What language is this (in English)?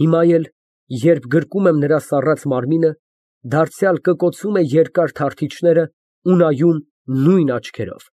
Armenian